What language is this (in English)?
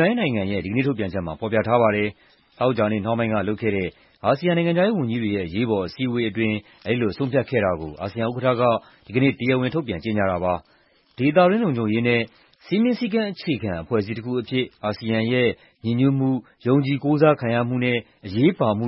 Burmese